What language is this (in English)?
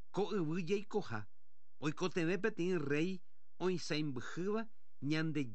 Guarani